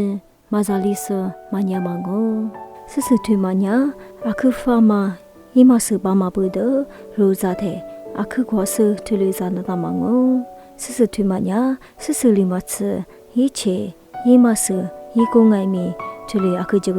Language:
Lisu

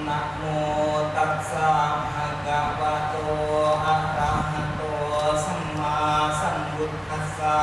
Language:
Pali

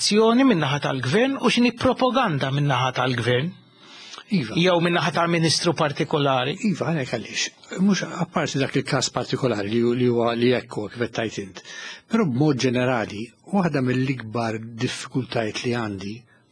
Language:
Maltese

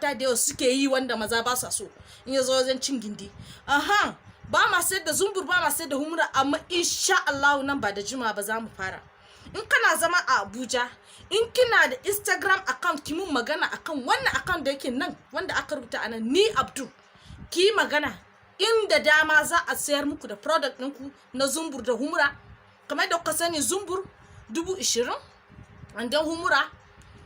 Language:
Hausa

